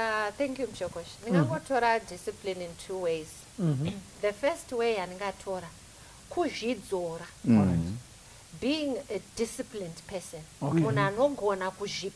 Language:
Shona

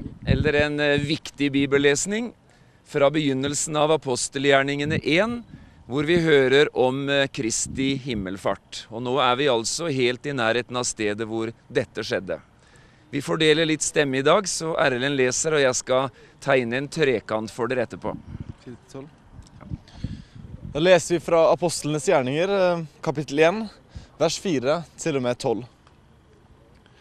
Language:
Norwegian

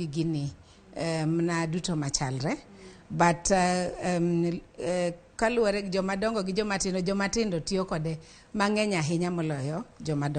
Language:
Luo (Kenya and Tanzania)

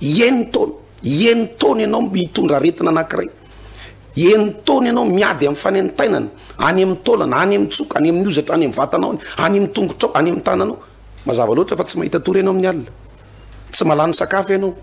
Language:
Malagasy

